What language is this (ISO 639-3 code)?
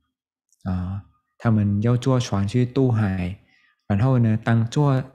zho